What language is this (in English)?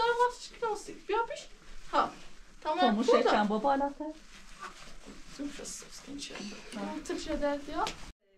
Persian